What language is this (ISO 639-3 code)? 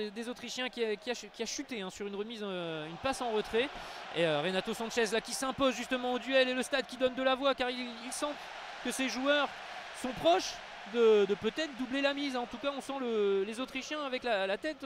fra